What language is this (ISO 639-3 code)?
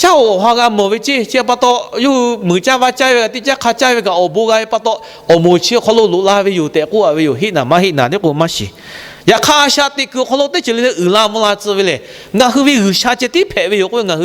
lhu